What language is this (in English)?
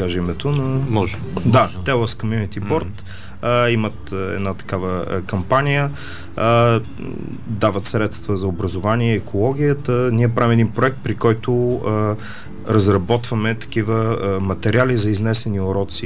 Bulgarian